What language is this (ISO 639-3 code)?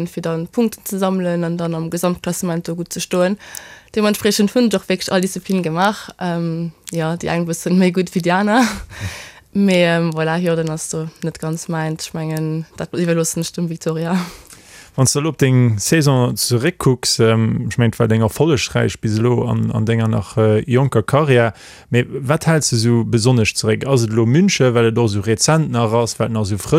ltz